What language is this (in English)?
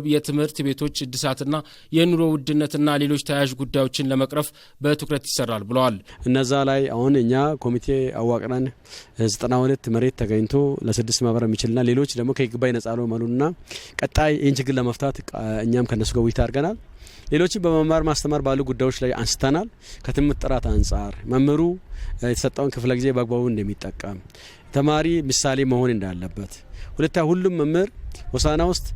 Amharic